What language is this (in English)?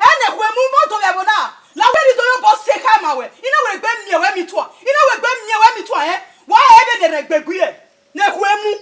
Bini